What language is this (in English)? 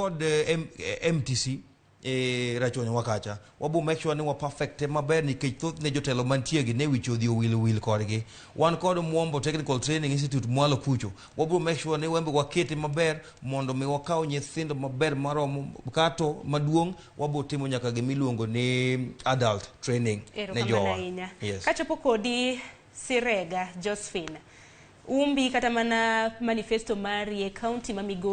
Luo (Kenya and Tanzania)